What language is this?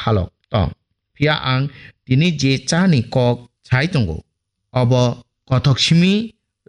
Kok Borok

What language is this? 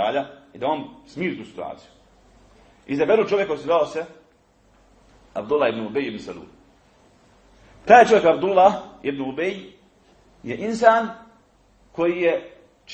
Bosnian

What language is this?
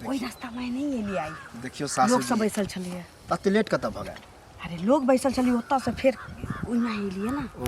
Maithili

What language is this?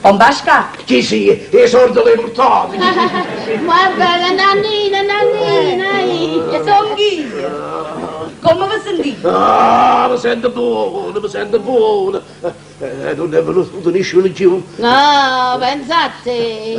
Neapolitan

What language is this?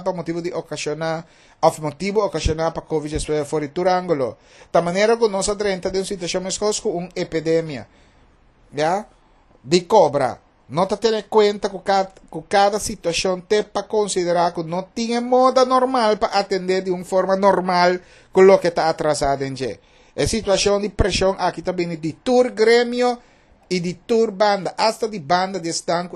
Papiamento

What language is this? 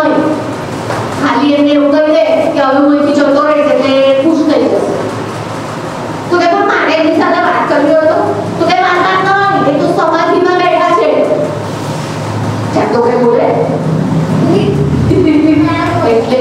Gujarati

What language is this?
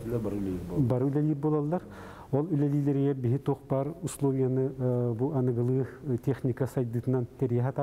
Yakut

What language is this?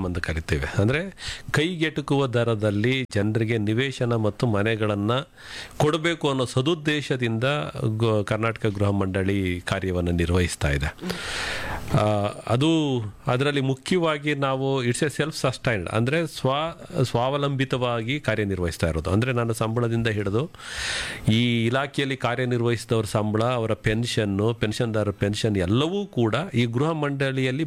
Kannada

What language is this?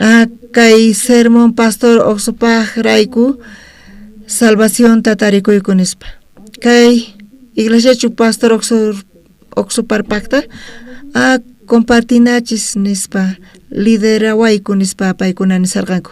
South Bolivian Quechua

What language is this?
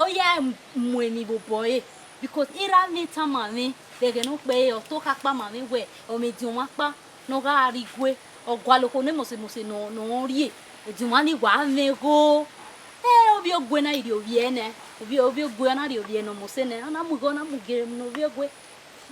Bini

